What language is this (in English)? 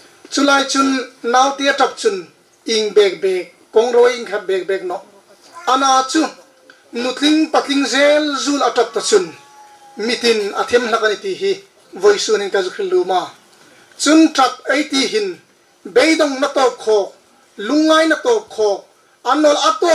Hmar